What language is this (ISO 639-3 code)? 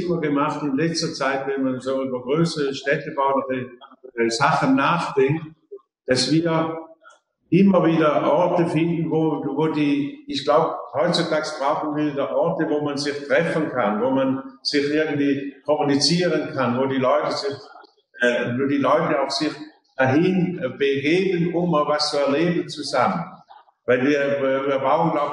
deu